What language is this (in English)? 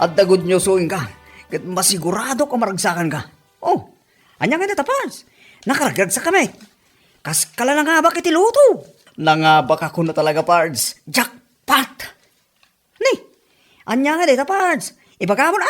Iloko